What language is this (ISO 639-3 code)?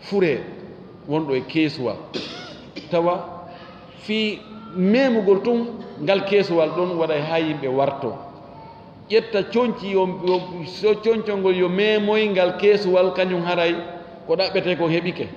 ful